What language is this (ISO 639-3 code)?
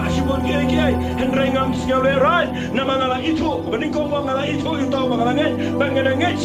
kha